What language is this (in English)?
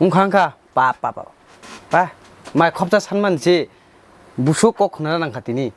Kok Borok